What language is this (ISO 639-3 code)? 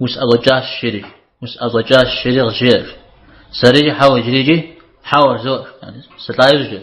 kbd